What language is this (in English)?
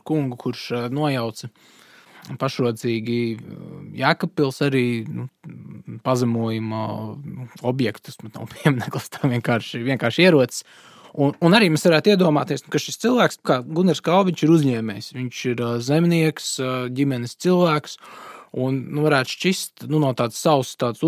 Latvian